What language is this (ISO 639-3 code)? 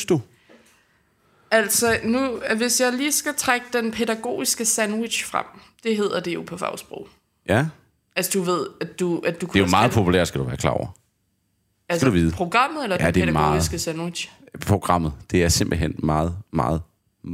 dan